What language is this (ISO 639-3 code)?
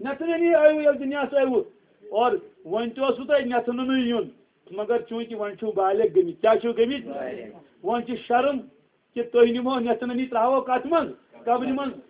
kas